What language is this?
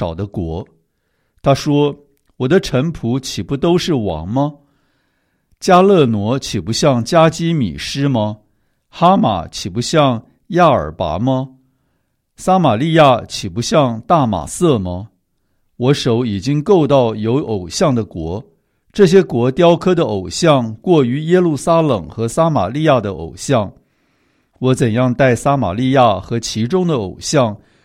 Chinese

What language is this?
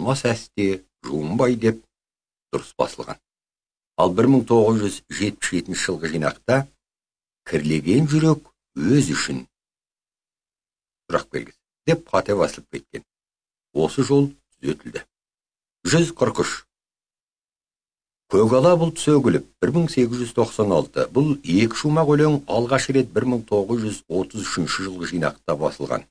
Kazakh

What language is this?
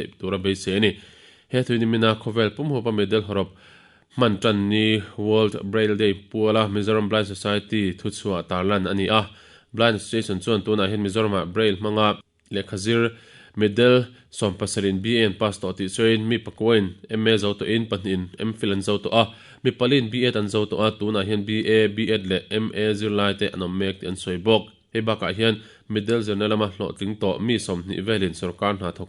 Mizo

